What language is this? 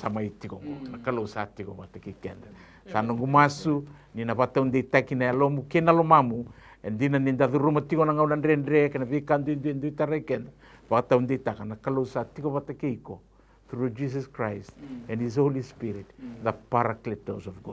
Fijian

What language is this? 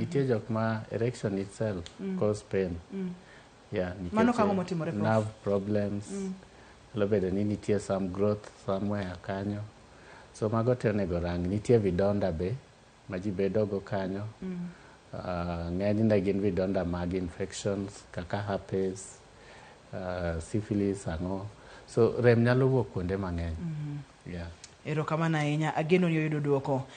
Luo (Kenya and Tanzania)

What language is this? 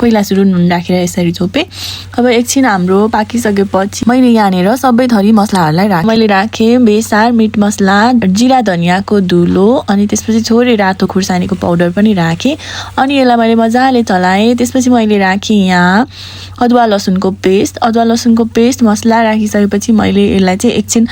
Nepali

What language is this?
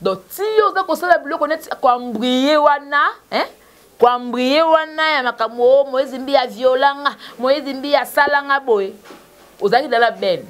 Lingala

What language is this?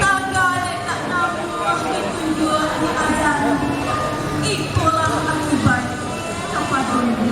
Minangkabau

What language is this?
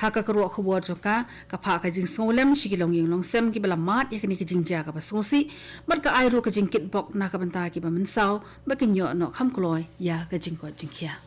Khasi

